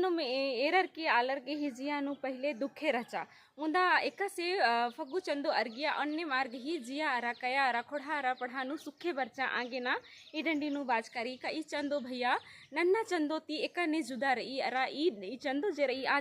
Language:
Kurukh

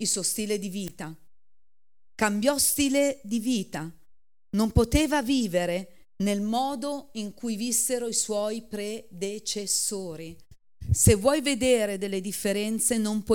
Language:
Italian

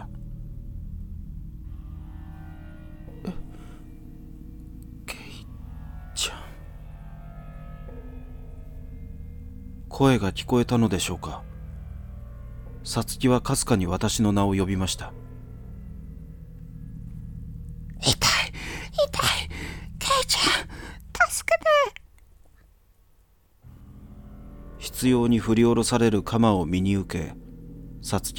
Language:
Japanese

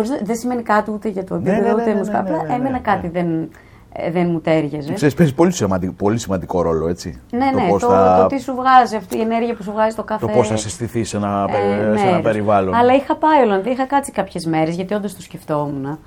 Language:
Greek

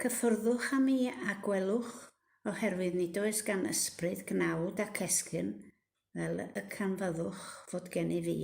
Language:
Welsh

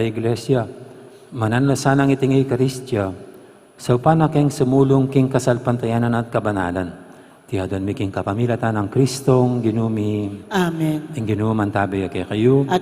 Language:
Pampanga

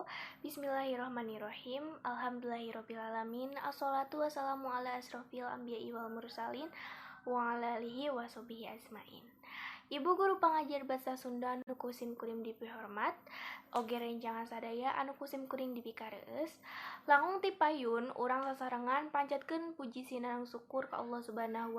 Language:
Sundanese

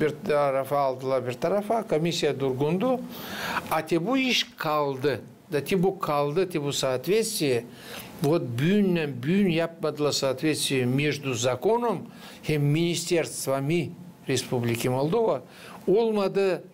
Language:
Gagauz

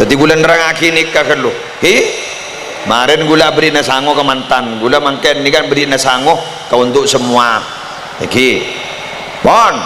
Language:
Madurese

